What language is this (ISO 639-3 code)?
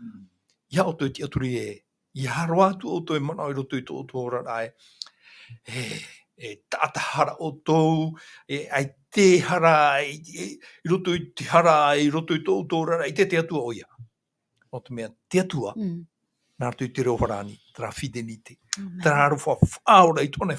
tah